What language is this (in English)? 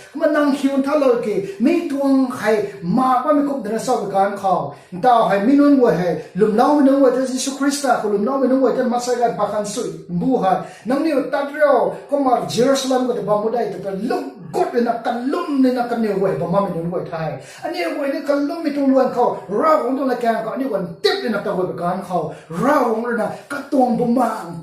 Rongmei Naga